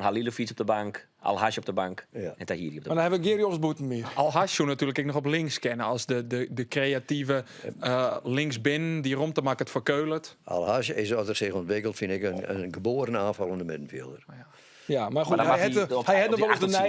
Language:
Western Frisian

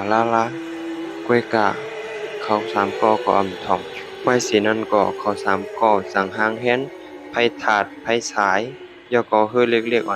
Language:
Shan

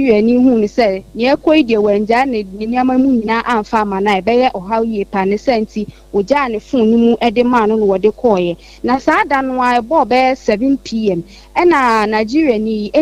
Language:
Akan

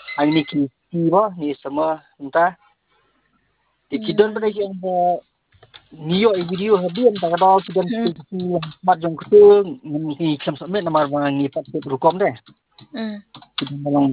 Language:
Khasi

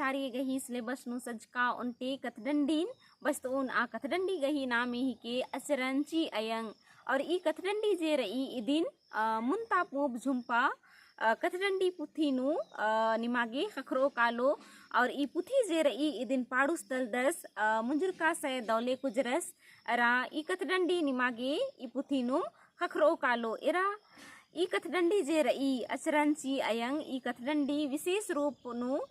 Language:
Kurukh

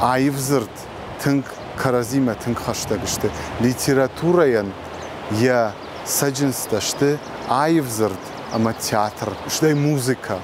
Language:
Ossetic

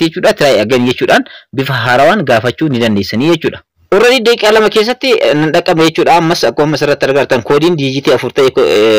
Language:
Oromo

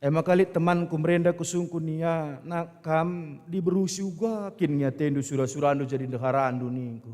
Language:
Batak Karo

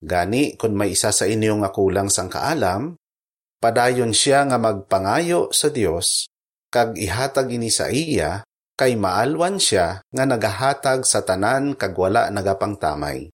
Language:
Hiligaynon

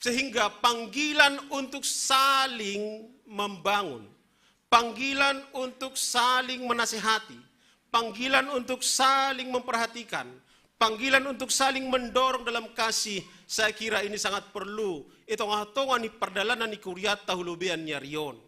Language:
Batak Simalungun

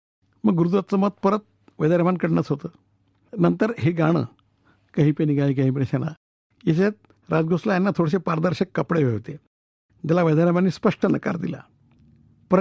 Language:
Marathi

